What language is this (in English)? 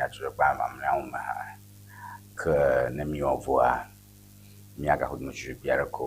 Ewe